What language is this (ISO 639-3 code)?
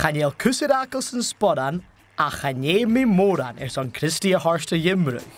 gla